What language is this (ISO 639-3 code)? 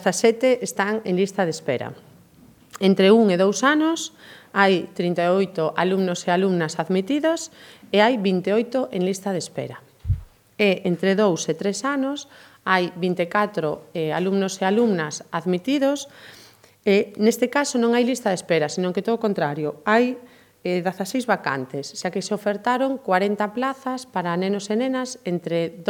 glg